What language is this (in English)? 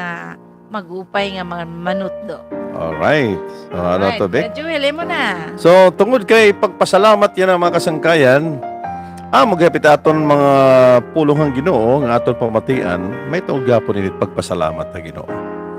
Waray